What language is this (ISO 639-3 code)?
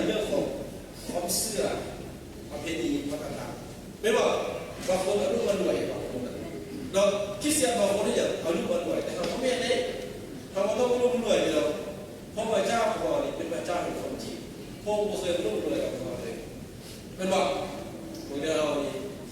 lao